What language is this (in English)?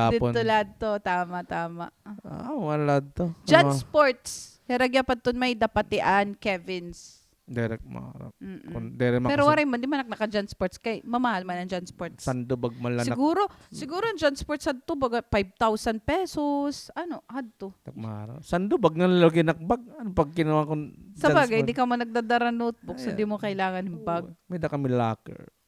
Waray